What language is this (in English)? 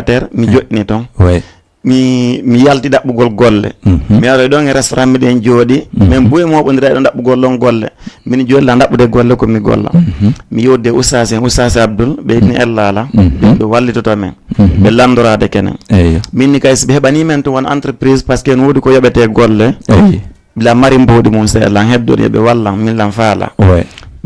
Fula